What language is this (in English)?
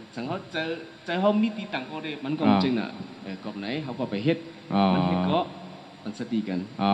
Shan